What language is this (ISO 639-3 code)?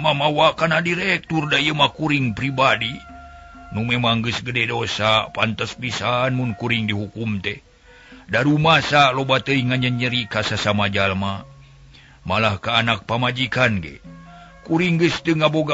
sun